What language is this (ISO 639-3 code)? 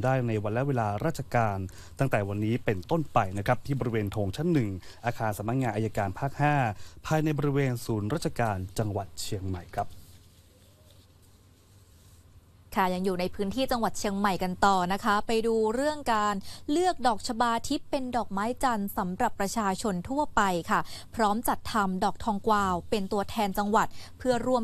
tha